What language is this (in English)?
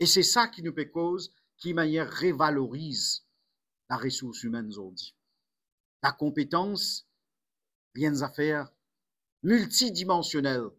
Morisyen